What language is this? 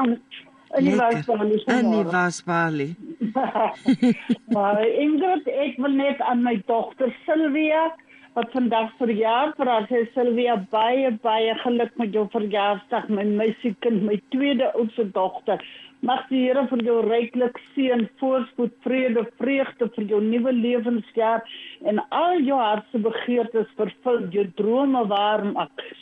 Afrikaans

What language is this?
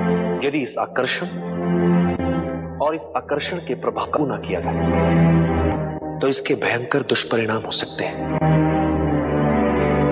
Hindi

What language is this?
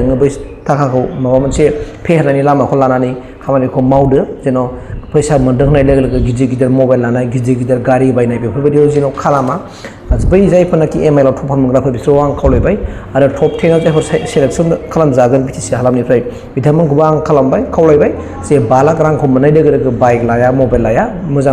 Bodo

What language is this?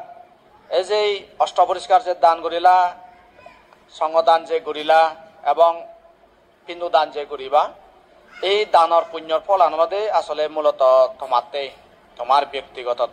Chakma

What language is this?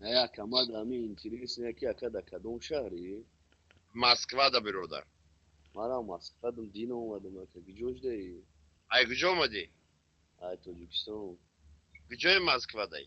Tajik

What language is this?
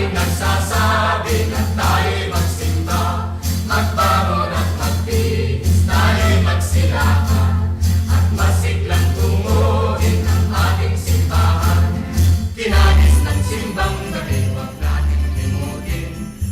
Pampanga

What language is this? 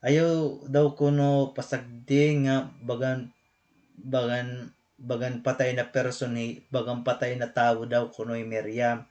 Waray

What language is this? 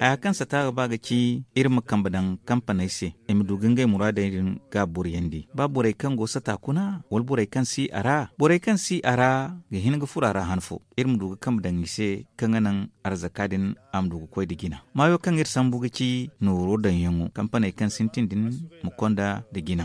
Zarma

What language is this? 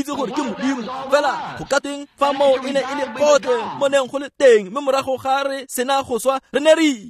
Tswana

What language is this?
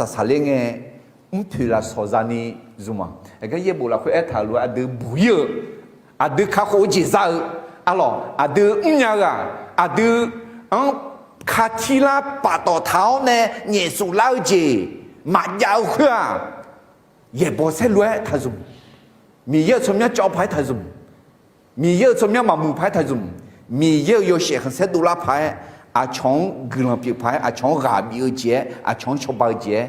Akha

